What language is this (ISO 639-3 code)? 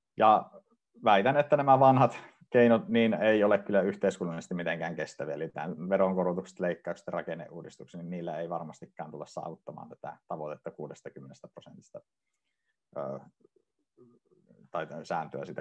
fin